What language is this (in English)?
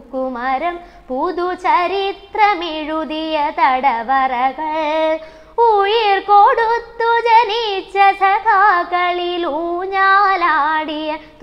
Malayalam